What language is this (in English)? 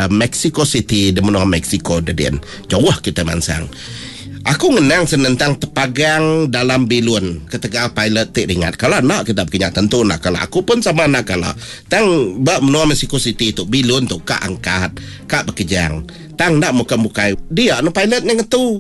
Iban